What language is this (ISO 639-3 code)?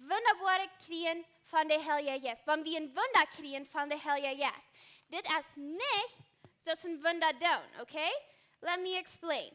pdt